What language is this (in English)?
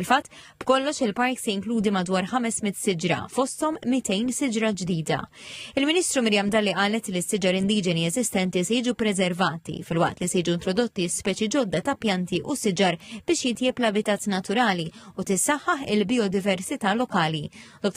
Maltese